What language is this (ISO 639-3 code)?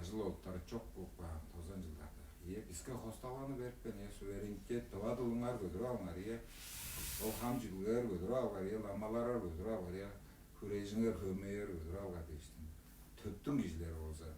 tyv